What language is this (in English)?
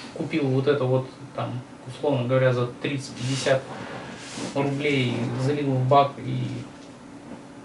Russian